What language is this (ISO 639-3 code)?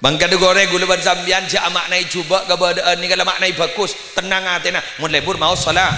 mad